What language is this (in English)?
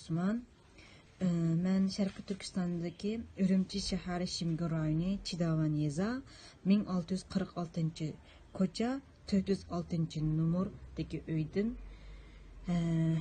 Uyghur